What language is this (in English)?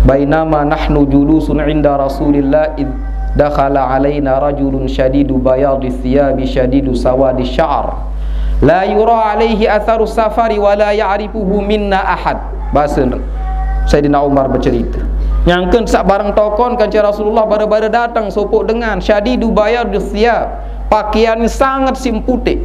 Sasak